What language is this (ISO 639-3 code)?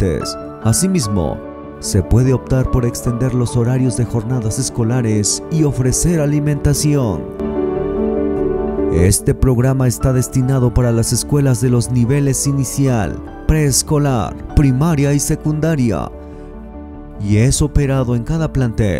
spa